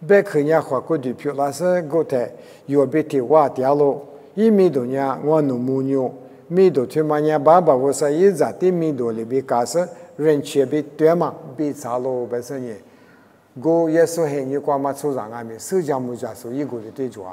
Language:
Lisu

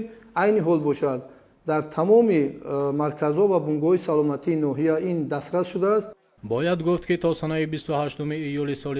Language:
Tajik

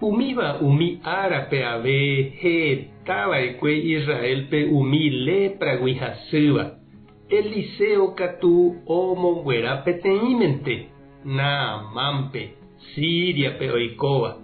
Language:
Guarani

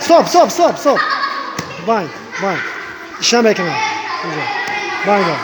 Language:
Tajik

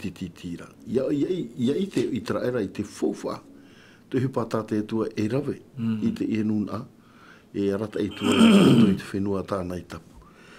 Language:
Tahitian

